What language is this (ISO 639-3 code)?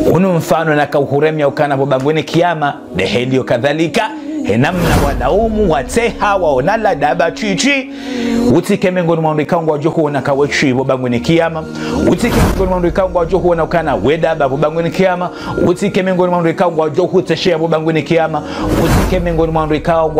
zdj